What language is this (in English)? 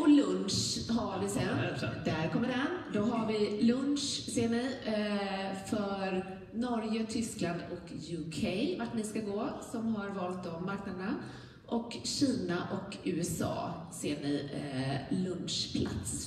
Swedish